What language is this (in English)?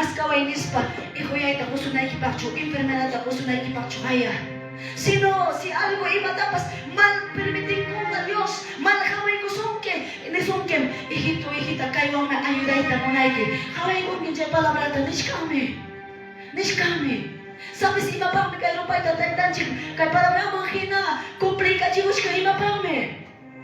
Quechua